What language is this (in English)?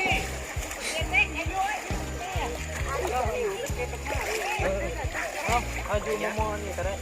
Lao